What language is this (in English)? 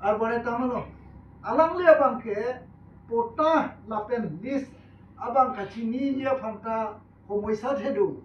Karbi